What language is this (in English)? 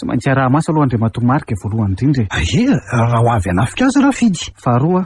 Malagasy